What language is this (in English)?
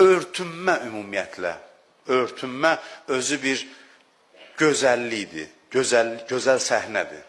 Azerbaijani